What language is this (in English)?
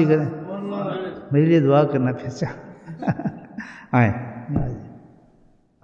Urdu